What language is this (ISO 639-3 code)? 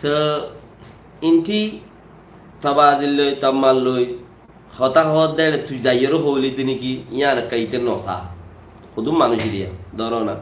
rhg